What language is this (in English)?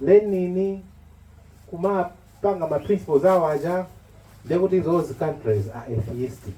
Nyanja